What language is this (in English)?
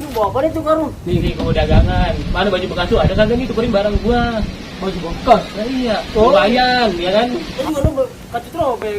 Betawi